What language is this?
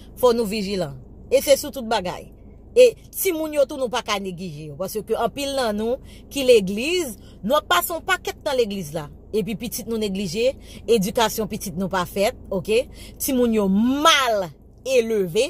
Haitian Creole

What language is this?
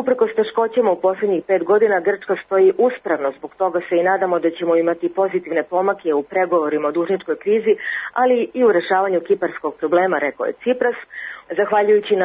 Serbian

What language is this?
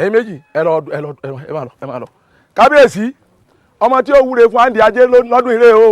Yoruba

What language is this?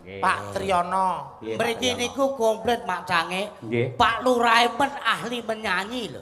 Javanese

